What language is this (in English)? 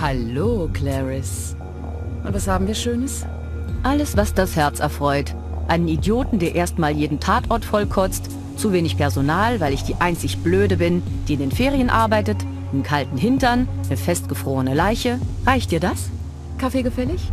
Bavarian